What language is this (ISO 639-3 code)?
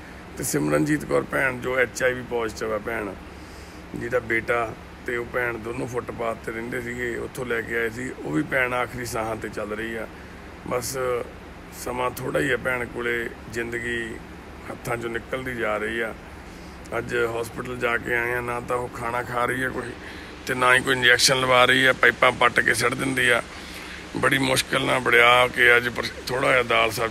pan